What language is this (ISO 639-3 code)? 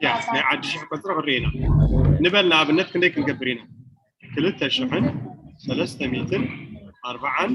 tir